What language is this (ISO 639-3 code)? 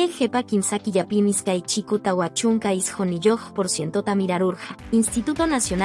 que